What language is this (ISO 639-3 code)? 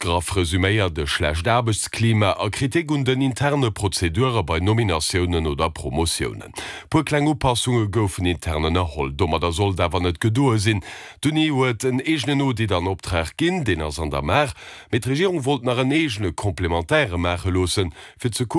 ltz